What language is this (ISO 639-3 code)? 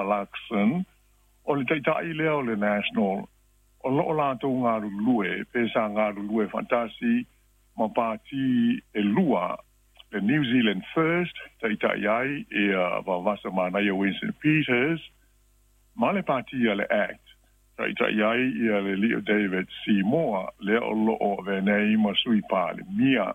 smo